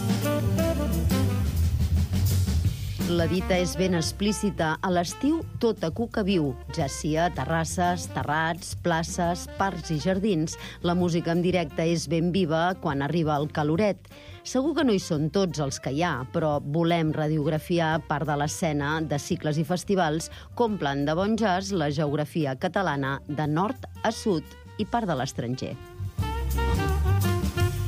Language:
Catalan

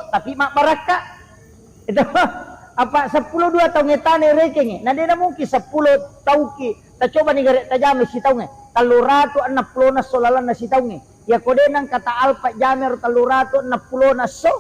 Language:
Buginese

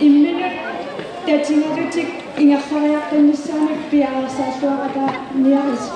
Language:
Kalaallisut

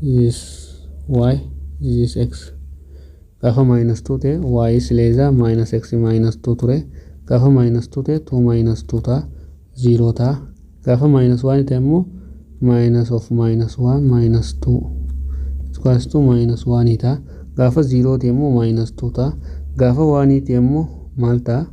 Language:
Oromo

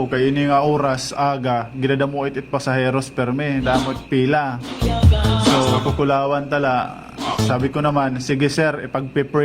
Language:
Waray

